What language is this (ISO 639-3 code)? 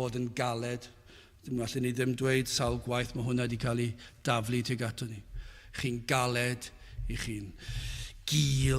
cym